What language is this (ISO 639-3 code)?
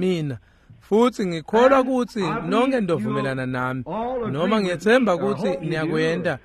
ssw